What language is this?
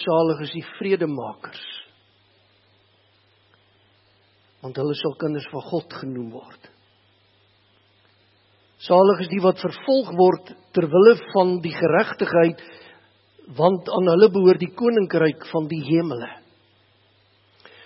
Afrikaans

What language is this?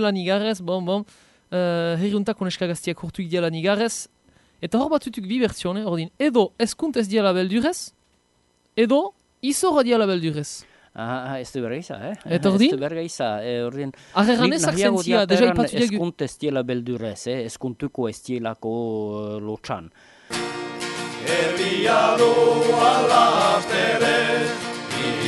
Basque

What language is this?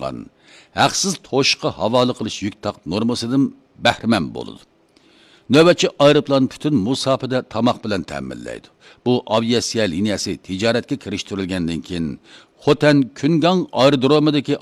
Uyghur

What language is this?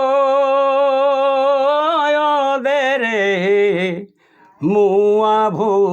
Sadri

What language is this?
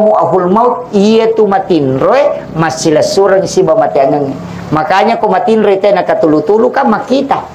Buginese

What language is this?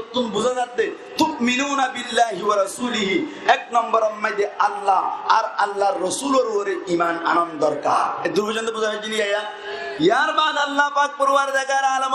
Rohingya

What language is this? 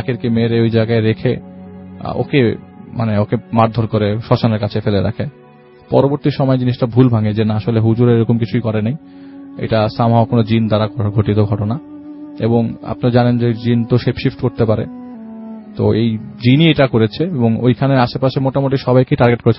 Bangla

